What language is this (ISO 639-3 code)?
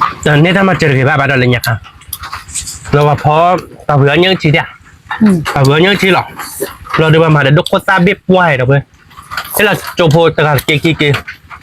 ksw